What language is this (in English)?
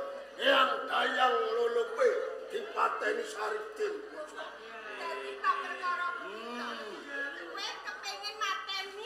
Javanese